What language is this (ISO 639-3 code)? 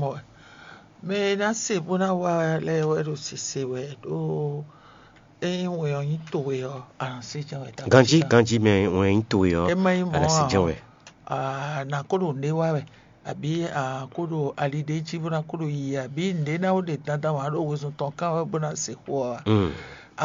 fon